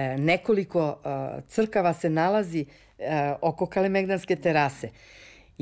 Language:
Serbian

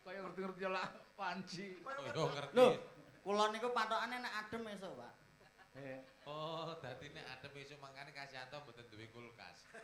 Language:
Javanese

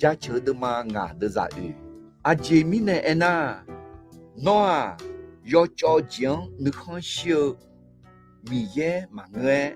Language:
Akha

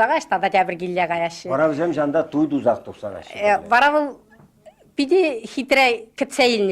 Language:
Chuvash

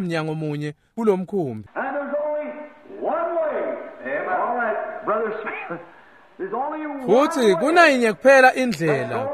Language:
Swati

